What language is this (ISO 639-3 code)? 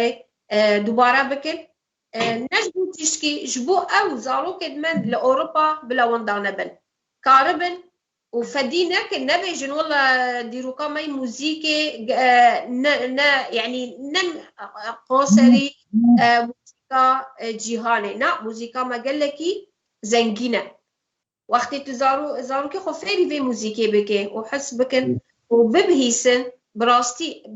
kur